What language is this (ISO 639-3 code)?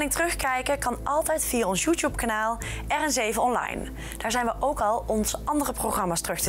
nld